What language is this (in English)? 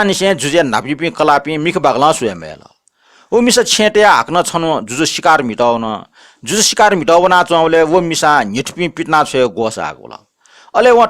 Newari